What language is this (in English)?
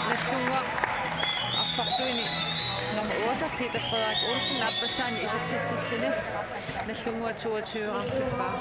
Kalaallisut